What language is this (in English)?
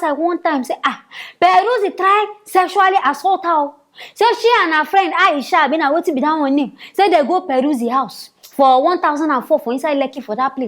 Nigerian Pidgin